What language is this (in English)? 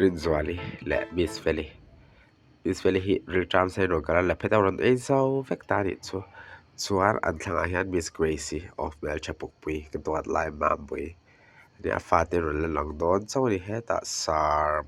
Mizo